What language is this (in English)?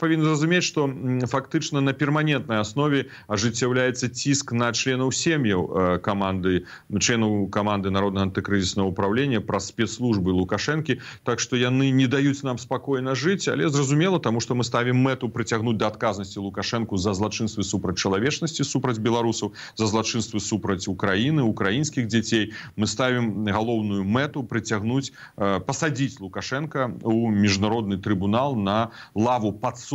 Belarusian